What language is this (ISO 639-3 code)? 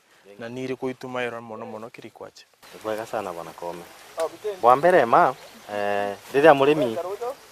mer